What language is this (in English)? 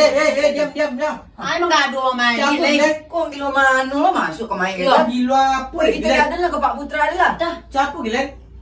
Minangkabau